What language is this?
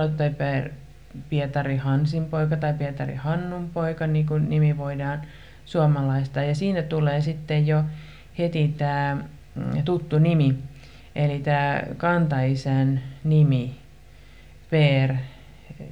Finnish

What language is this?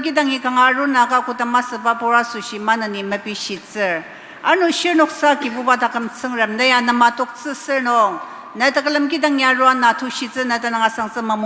Ao Naga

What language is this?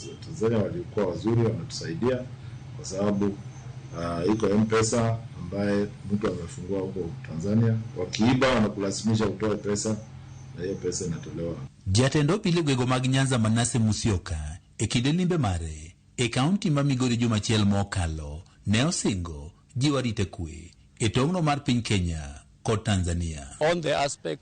Luo (Kenya and Tanzania)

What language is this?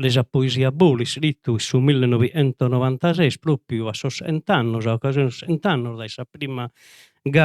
Sardinian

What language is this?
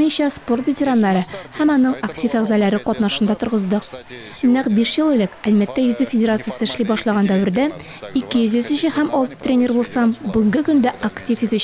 Tatar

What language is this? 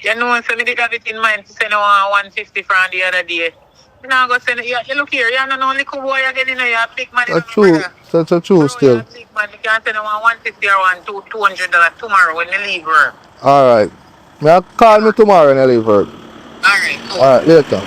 Jamaican Creole English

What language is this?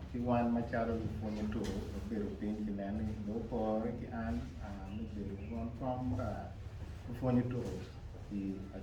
Acoli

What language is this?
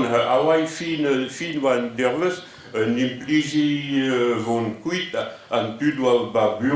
Breton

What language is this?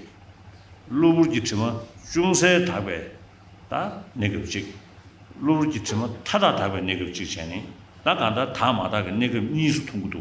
Tibetan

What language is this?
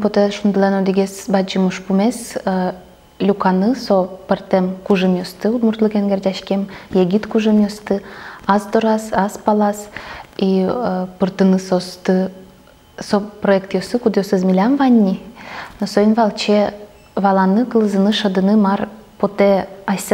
Udmurt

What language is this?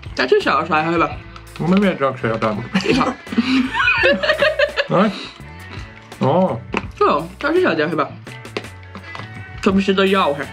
Finnish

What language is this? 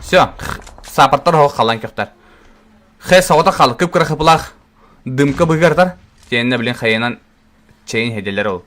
Yakut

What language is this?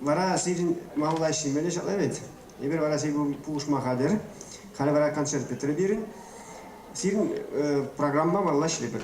Chuvash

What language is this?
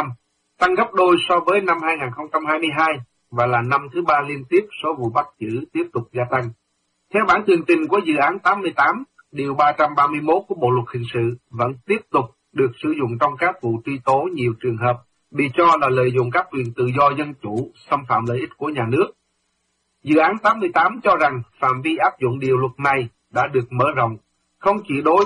Vietnamese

